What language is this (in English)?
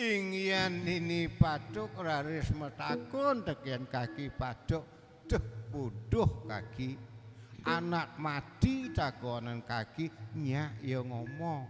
Balinese